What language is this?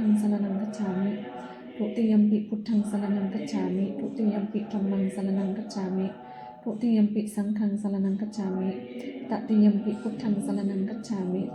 Pali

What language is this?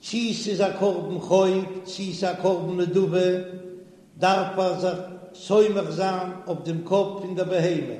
Yiddish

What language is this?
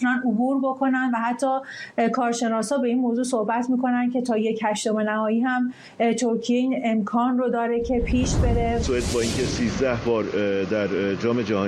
Persian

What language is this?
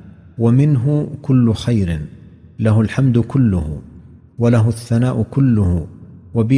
Arabic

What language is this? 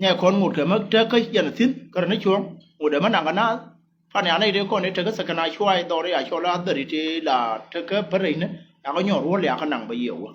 Nuer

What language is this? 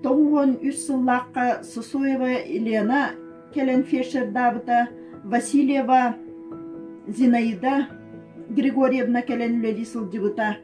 Yakut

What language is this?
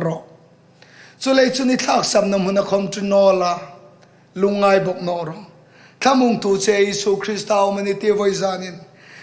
Hmar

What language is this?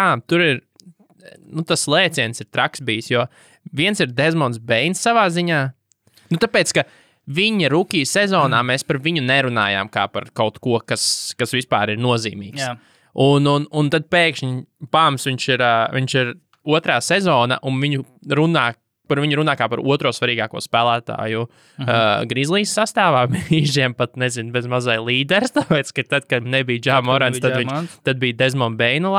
Latvian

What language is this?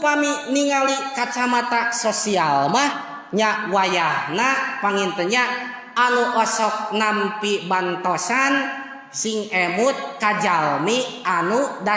Sundanese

